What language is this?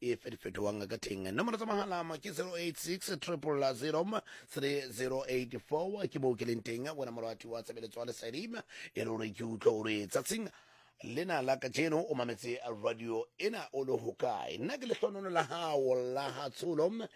Southern Sotho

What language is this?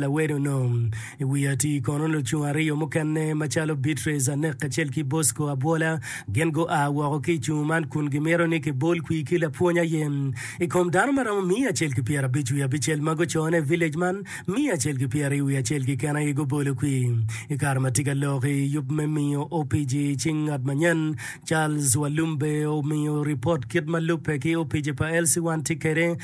Acoli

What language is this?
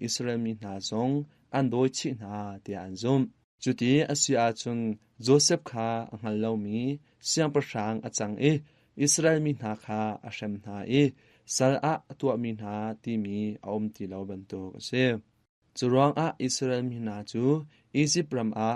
Hakha Chin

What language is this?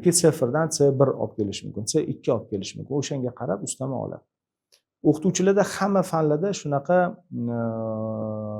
Uzbek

